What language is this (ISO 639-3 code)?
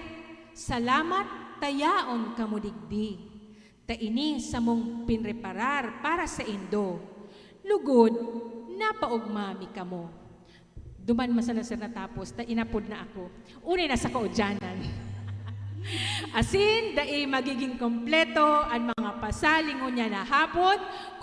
bik